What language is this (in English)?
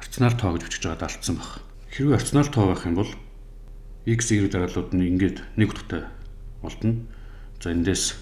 Mongolian